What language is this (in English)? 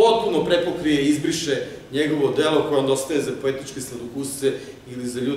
Serbian